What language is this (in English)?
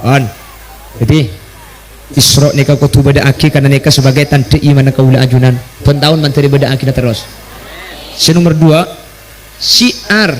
Madurese